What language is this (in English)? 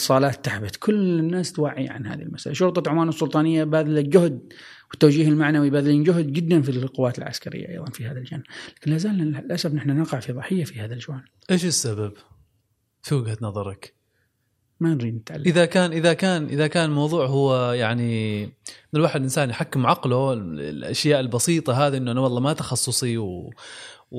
Gulf Arabic